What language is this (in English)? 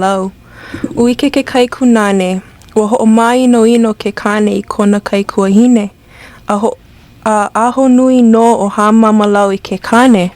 Hawaiian